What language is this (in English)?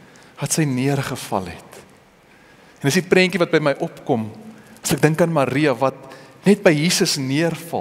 Afrikaans